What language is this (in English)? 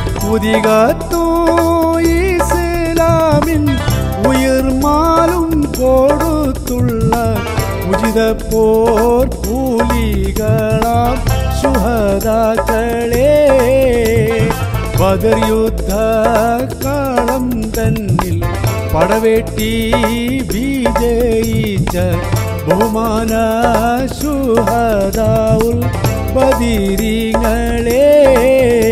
Malayalam